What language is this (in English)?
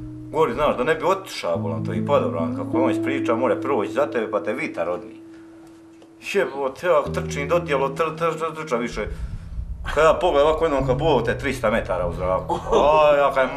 Croatian